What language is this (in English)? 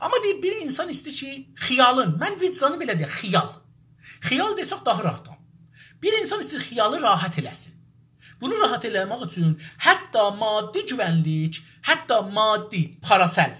South Azerbaijani